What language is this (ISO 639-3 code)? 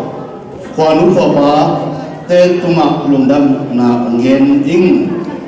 ctd